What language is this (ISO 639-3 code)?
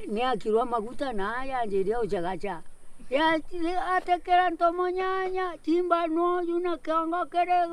mer